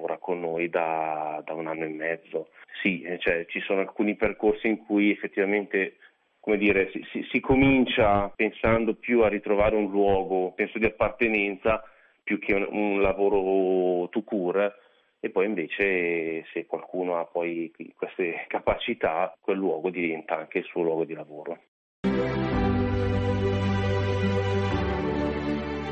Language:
Italian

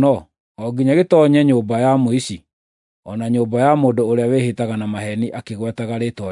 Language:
Kikuyu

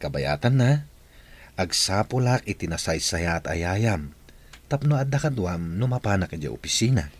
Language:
Iloko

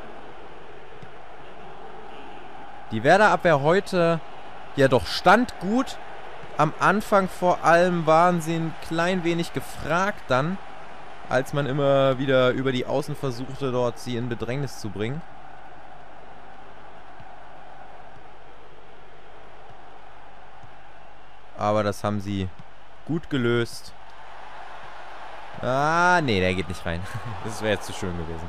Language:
German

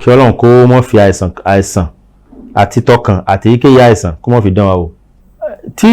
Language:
Yoruba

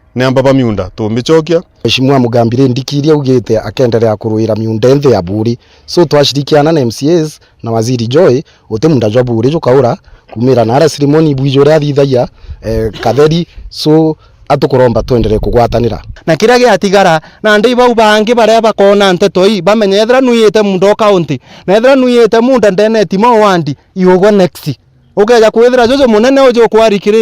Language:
Meru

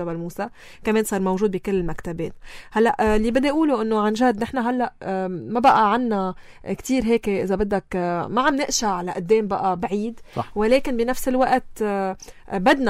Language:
North Levantine Arabic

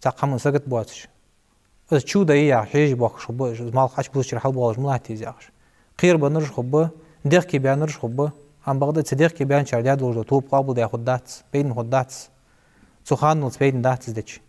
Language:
Ingush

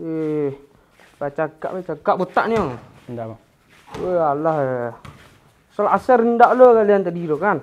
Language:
Minangkabau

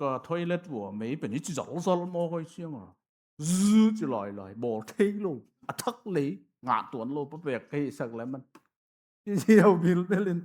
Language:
Tedim Chin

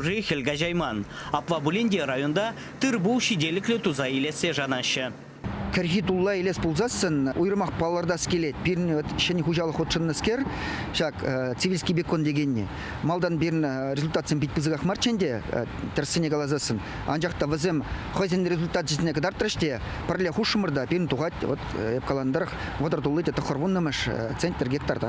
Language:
Chuvash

